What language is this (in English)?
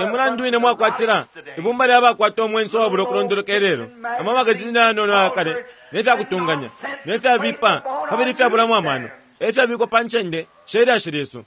Bemba